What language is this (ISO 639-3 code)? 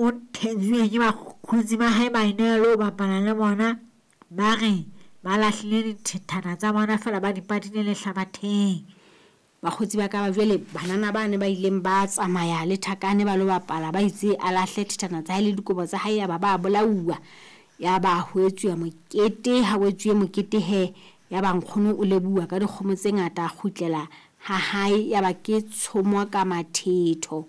sot